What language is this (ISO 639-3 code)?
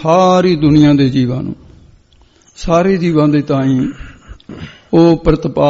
pan